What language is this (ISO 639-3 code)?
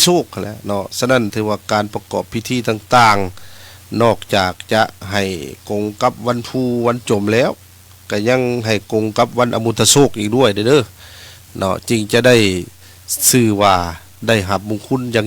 lao